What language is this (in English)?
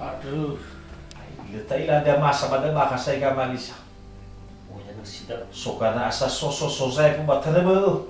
Nias